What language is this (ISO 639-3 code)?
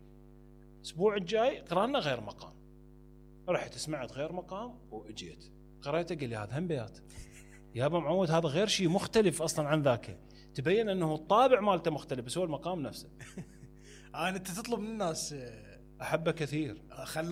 acm